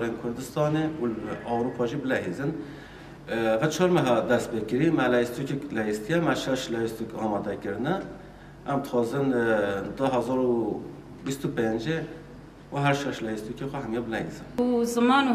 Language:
Kurdish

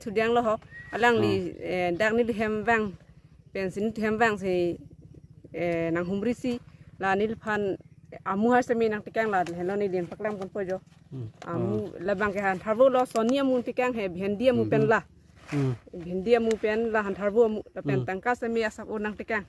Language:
Karbi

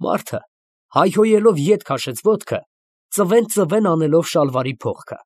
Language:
Armenian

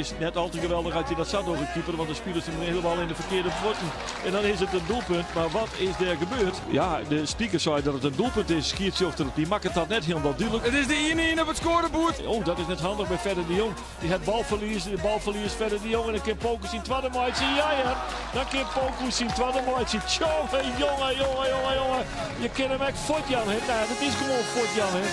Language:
Western Frisian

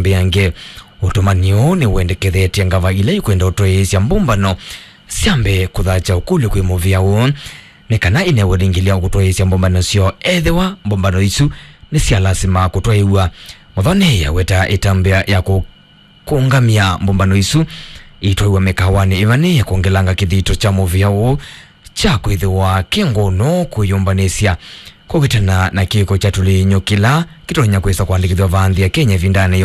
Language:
Kamba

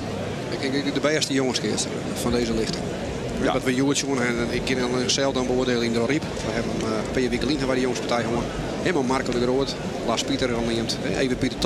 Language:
Western Frisian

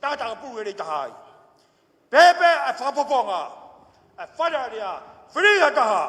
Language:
Tongan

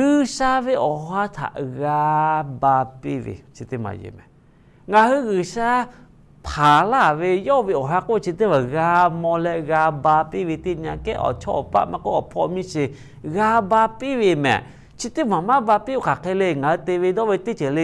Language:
Lahu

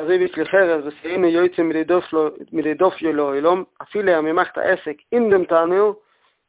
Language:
Yiddish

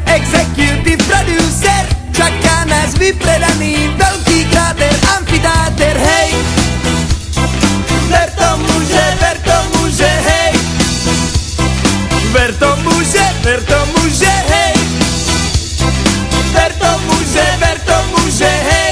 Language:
Slovak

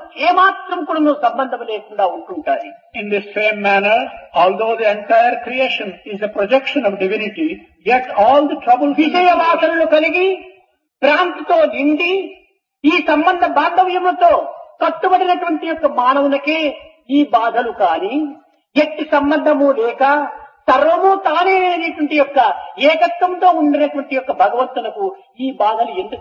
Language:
Telugu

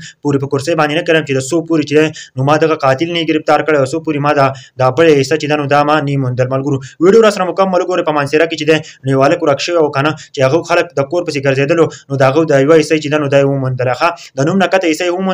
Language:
Pashto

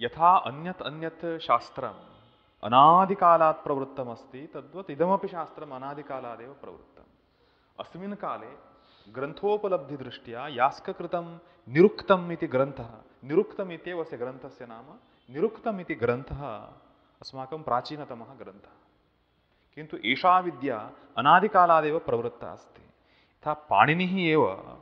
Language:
Sanskrit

